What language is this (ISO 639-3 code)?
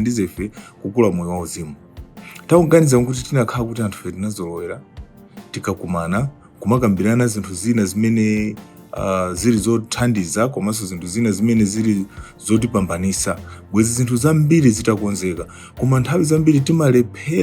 nya